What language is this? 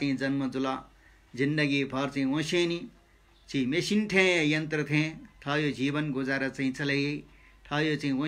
Newari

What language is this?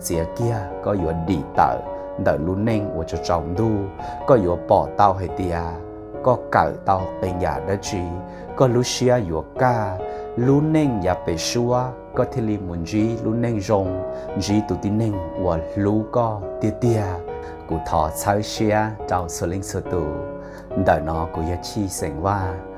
Hmong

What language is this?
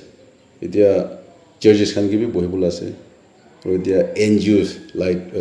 Naga Pidgin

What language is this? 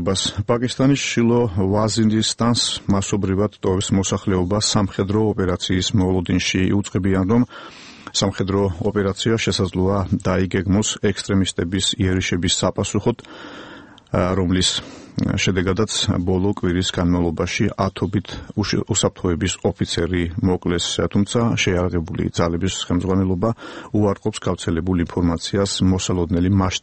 Georgian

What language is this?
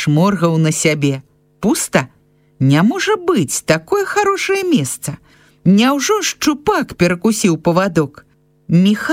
Belarusian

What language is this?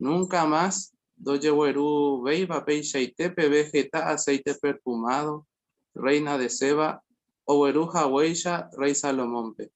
Guarani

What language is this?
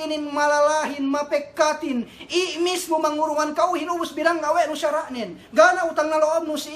Yakan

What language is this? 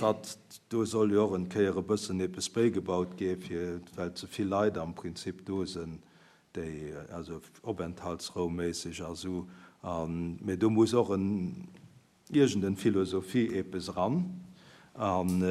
Luxembourgish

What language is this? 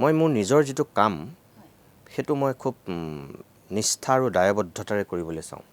Assamese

